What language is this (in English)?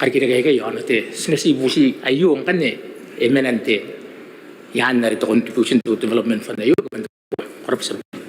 Gilbertese